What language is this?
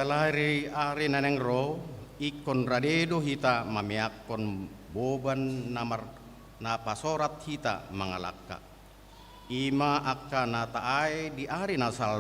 Batak Toba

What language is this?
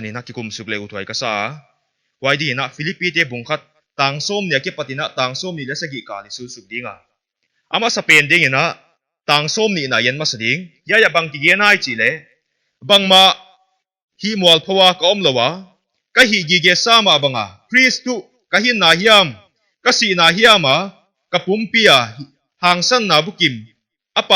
Paite Chin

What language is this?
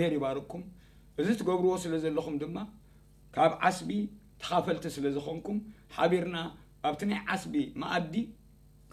Tigrinya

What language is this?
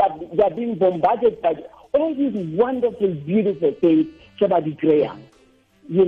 Tswana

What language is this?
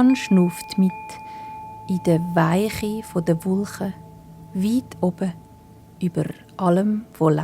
Swiss German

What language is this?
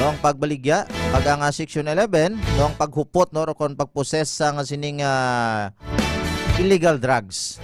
Hiligaynon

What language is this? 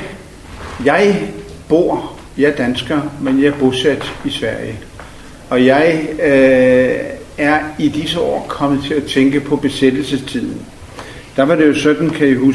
Danish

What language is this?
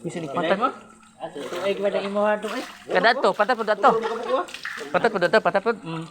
Cebuano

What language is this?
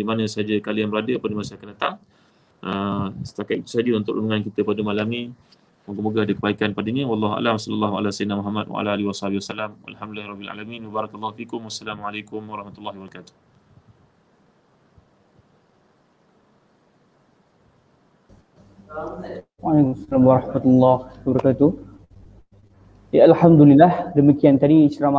Malay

